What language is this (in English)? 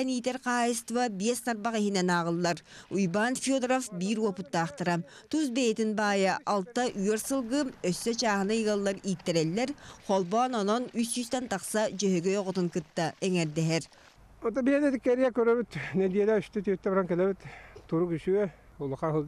Yakut